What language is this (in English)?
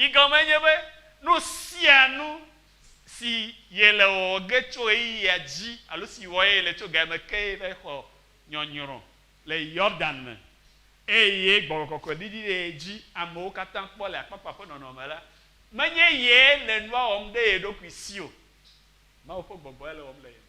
Ewe